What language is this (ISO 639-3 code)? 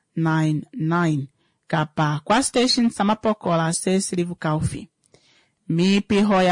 swa